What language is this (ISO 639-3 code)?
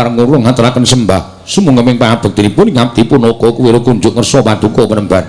jav